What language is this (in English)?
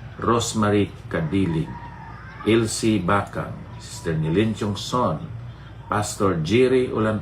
Hiligaynon